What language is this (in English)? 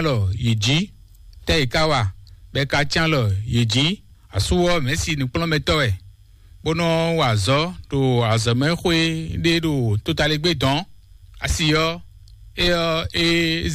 Fon